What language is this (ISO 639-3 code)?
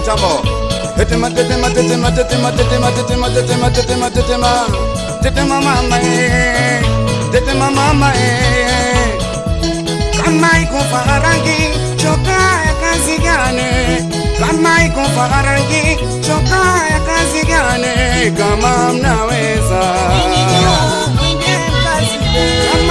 swa